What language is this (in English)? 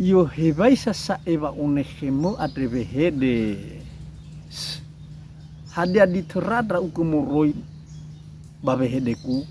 Nias